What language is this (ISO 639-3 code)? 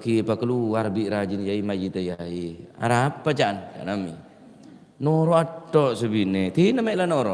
mad